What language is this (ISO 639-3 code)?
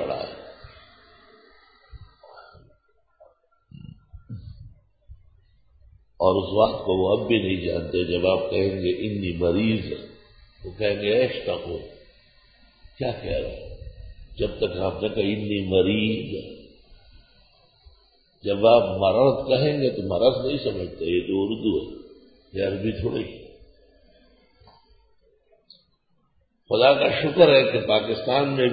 urd